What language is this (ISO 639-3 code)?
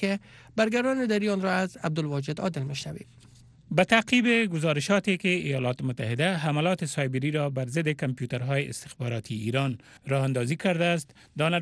fas